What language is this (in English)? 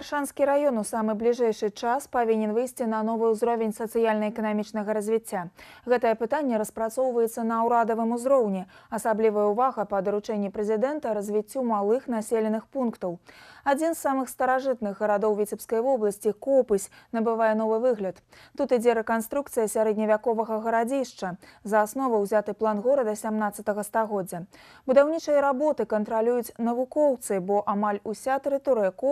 Belarusian